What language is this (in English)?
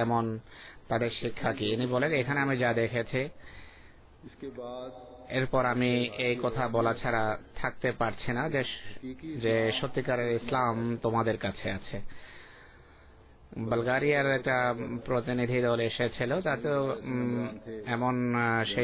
Bangla